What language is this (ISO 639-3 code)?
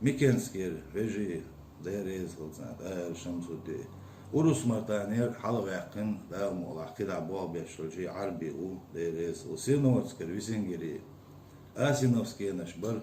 che